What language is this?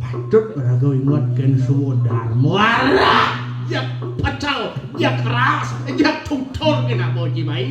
Balinese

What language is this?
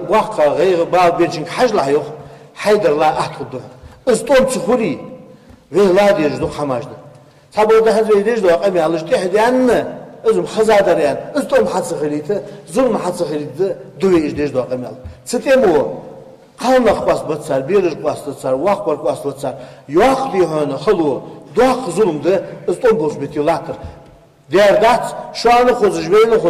Ingush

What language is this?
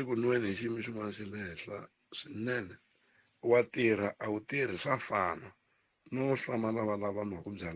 Tsonga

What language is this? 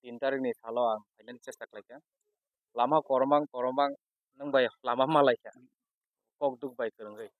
Kok Borok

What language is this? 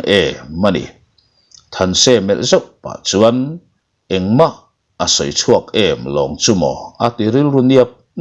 Mizo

